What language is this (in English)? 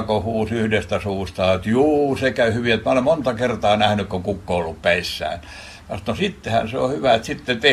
Finnish